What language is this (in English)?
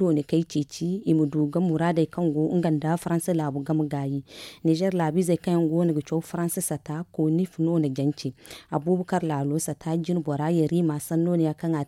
Zarma